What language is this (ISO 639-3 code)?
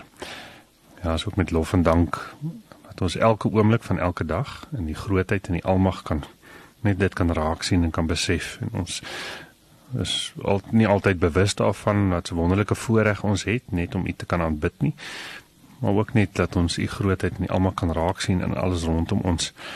afr